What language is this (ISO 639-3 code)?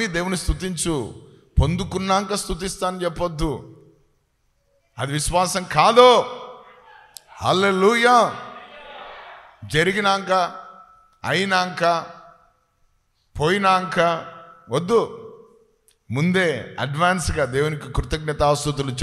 tel